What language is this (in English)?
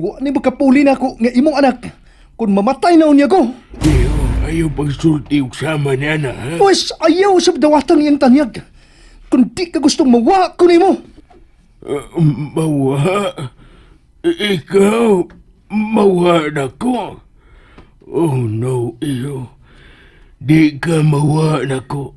Cebuano